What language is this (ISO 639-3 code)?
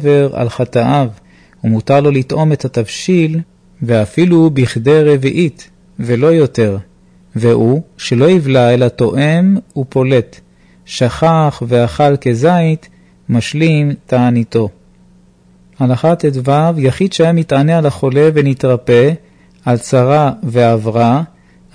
heb